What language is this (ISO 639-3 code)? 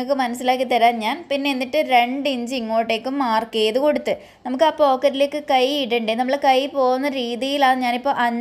mal